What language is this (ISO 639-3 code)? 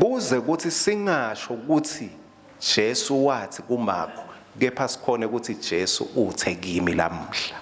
ssw